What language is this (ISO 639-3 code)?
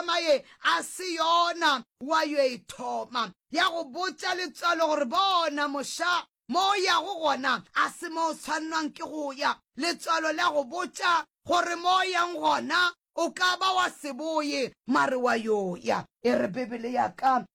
nso